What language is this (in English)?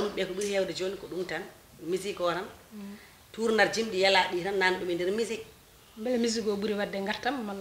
Fula